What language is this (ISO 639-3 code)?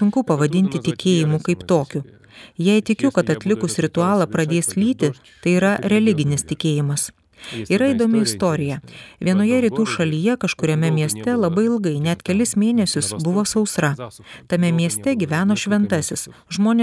lit